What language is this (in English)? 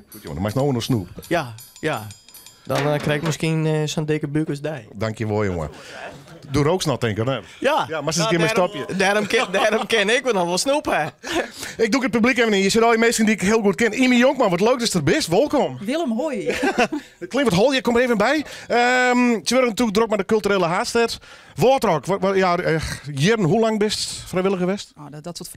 Western Frisian